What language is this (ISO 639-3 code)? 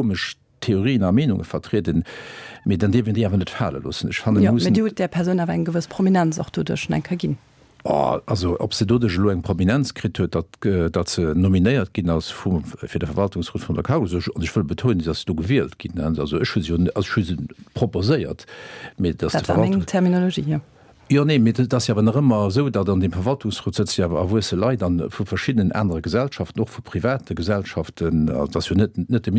ltz